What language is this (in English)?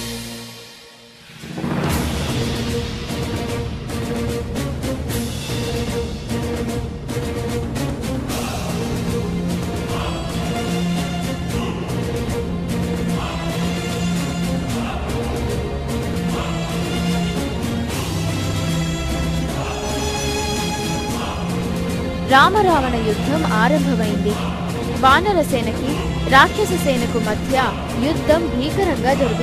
Telugu